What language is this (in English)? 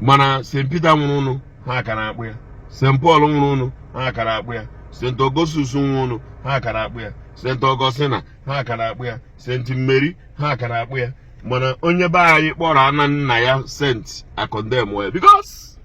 Igbo